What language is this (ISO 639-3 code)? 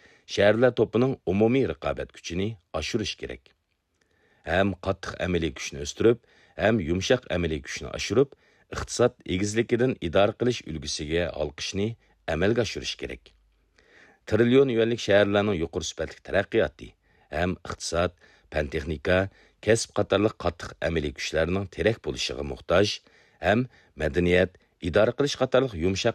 uig